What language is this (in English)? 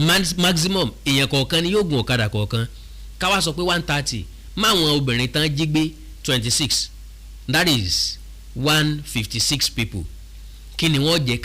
Yoruba